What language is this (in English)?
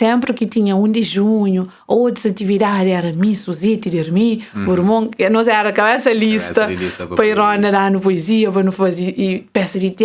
Kabuverdianu